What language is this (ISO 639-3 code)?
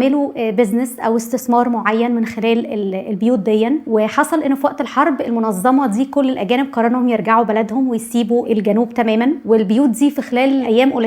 arz